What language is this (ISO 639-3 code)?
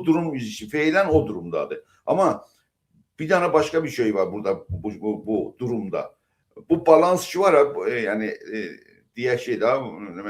azb